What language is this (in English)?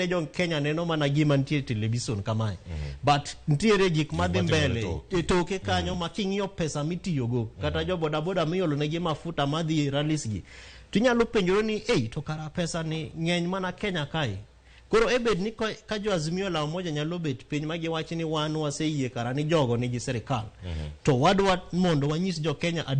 Luo (Kenya and Tanzania)